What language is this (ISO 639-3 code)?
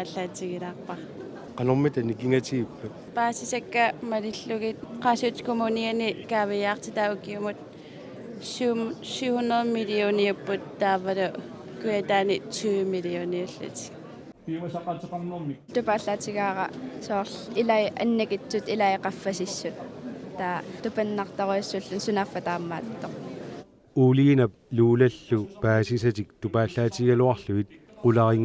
kal